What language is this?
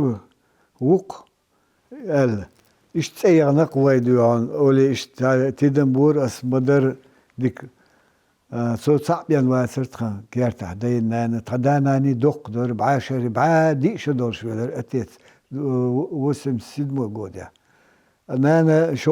Chechen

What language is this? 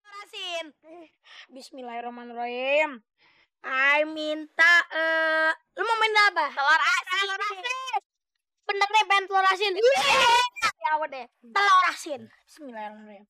Betawi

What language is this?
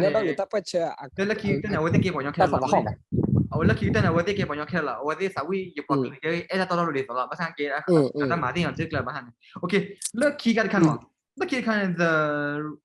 S'gaw Karen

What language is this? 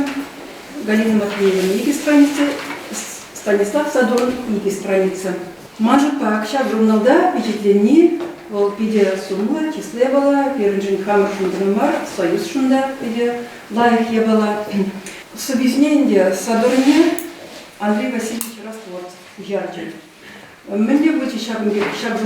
Chuvash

